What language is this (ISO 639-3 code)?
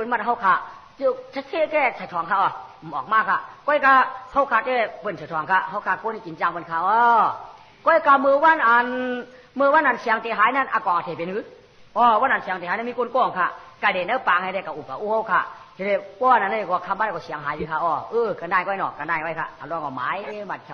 shn